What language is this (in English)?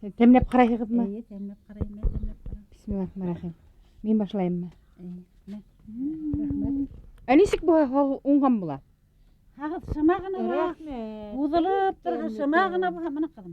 Bashkir